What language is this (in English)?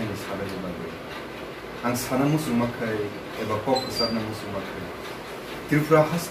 Kok Borok